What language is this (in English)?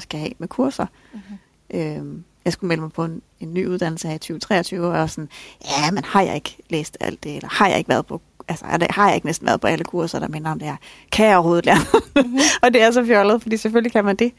Danish